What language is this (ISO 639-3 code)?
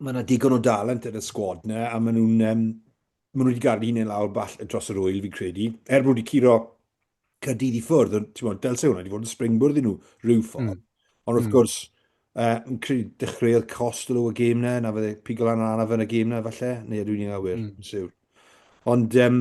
cym